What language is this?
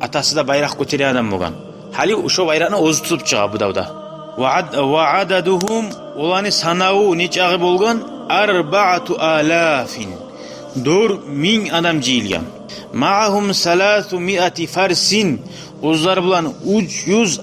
Kumyk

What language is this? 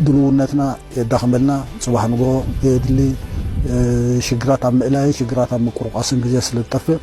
Tigrinya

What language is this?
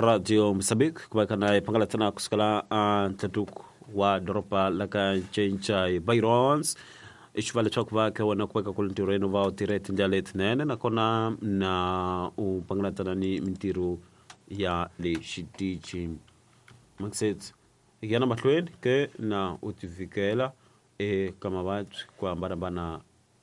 Tsonga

